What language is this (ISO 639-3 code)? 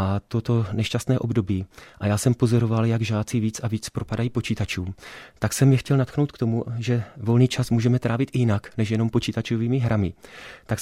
ces